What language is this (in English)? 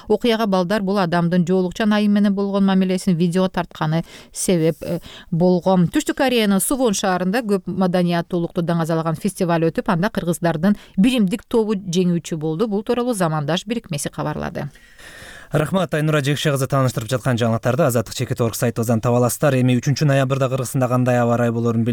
Kyrgyz